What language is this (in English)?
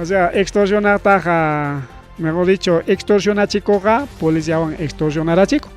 Ayacucho Quechua